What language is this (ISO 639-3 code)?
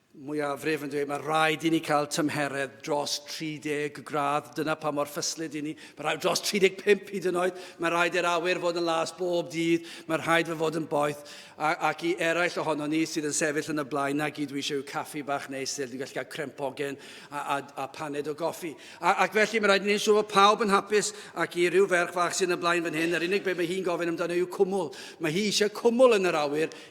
cym